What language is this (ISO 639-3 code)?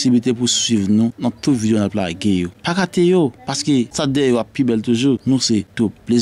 hat